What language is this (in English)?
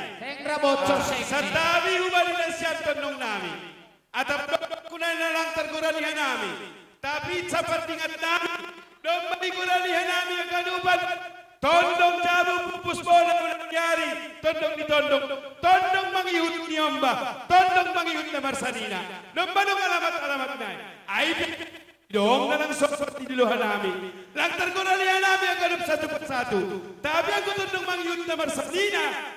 Batak Simalungun